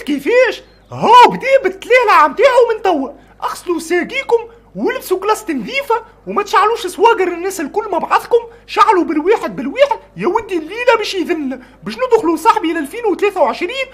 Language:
Tunisian Arabic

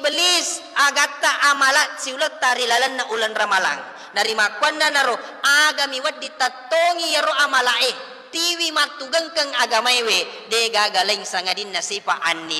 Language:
Buginese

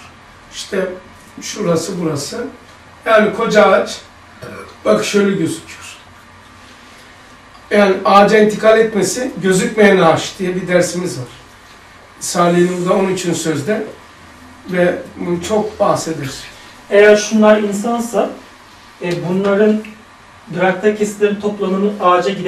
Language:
Turkish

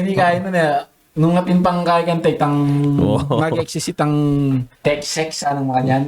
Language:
Pampanga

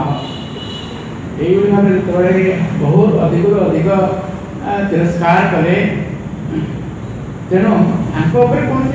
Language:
Odia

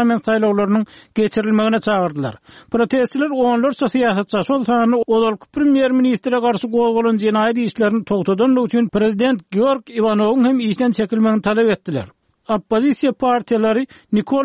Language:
Turkmen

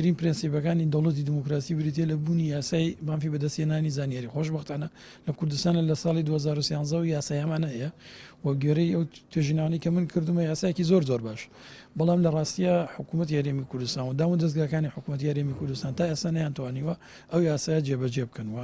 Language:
Central Kurdish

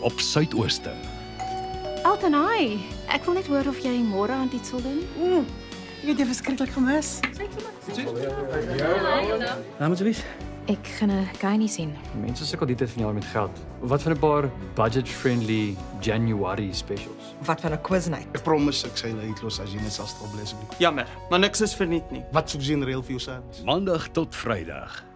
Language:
Afrikaans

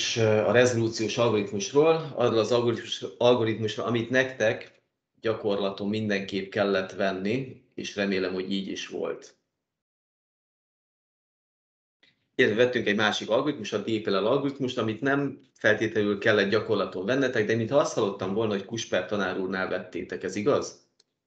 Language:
Hungarian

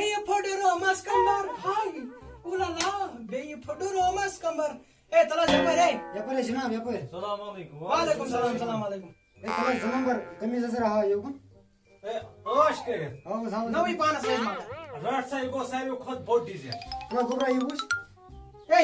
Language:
Kashmiri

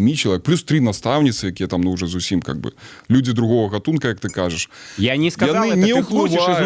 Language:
Belarusian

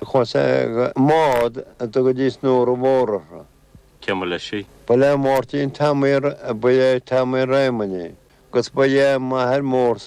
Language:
Irish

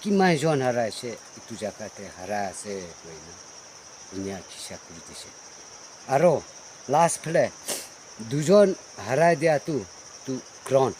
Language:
Naga Pidgin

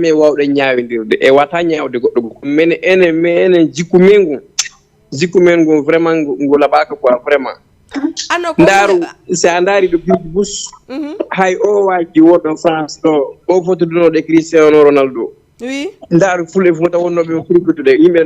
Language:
Fula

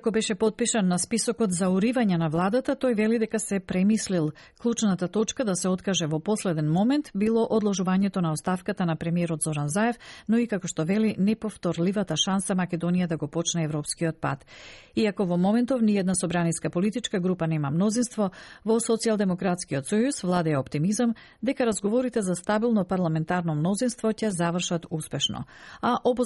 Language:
Macedonian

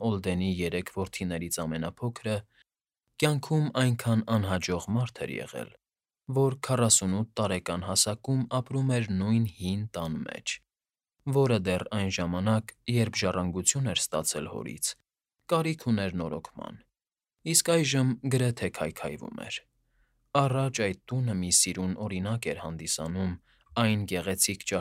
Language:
Armenian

